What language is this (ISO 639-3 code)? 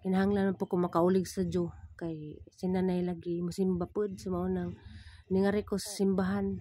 ceb